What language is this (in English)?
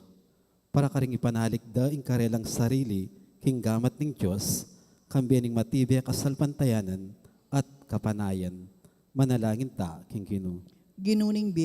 Pampanga